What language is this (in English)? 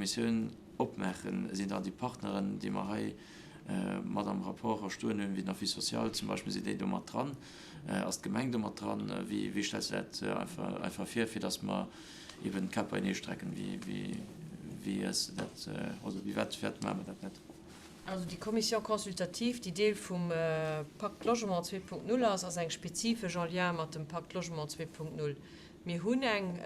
Luxembourgish